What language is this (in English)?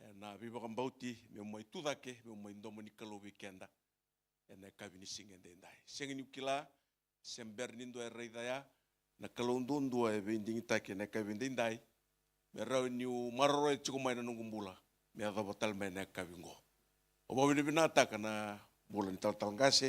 Fijian